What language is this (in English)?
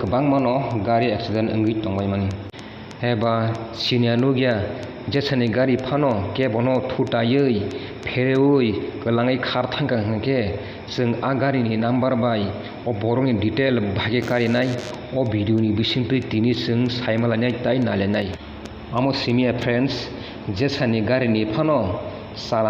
Kok Borok